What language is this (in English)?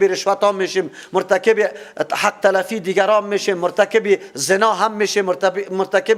Persian